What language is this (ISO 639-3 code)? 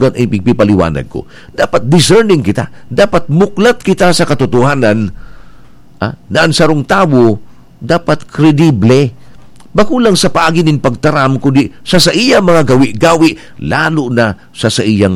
bik